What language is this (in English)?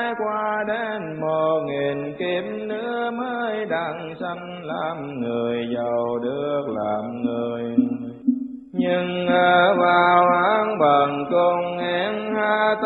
Vietnamese